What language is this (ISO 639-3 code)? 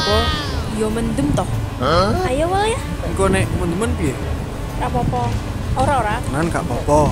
jav